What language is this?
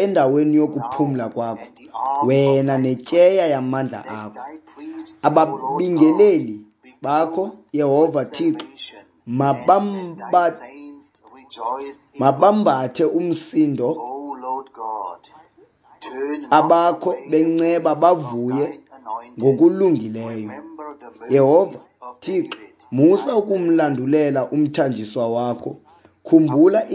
Xhosa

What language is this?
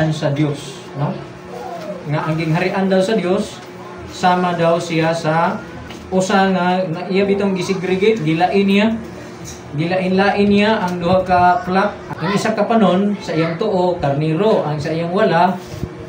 Cebuano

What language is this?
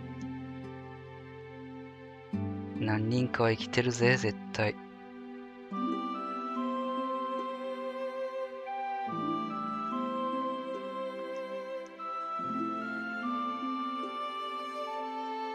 Japanese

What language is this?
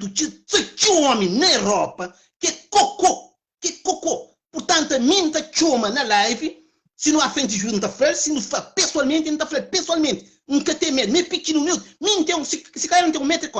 Kabuverdianu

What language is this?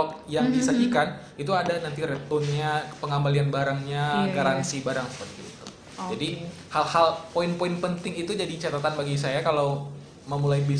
Indonesian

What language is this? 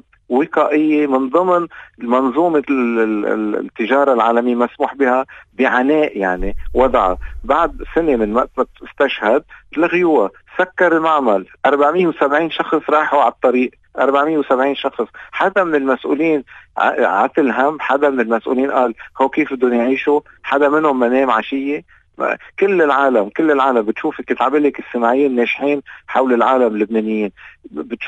North Levantine Arabic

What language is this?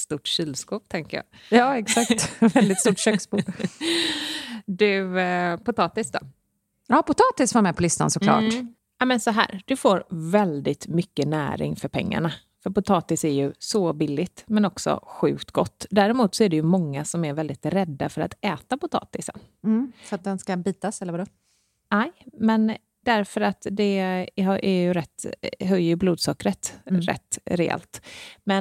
Swedish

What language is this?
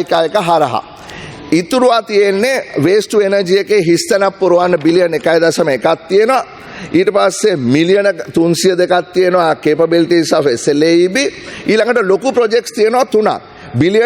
Sinhala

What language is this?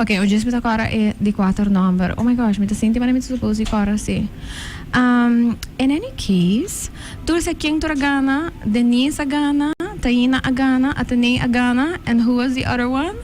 Papiamento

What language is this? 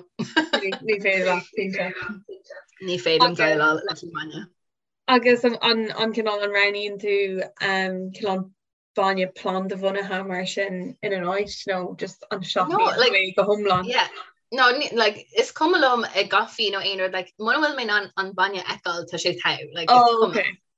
Irish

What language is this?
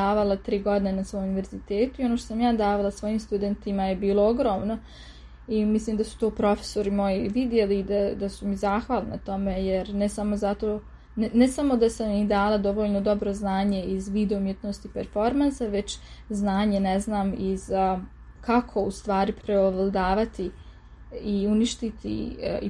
Serbian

